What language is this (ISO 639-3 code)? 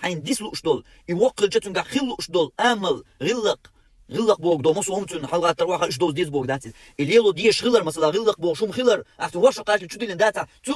che